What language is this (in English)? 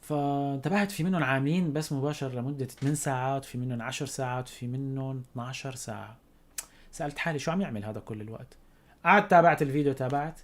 North Levantine Arabic